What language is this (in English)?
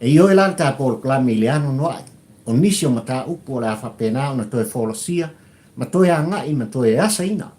Samoan